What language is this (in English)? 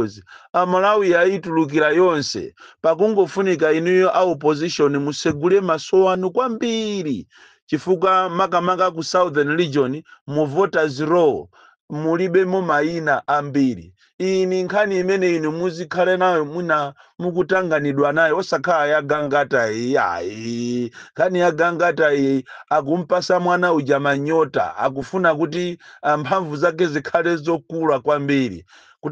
Nyanja